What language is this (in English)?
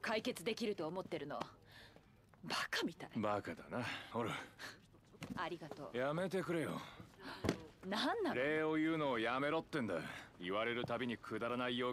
Japanese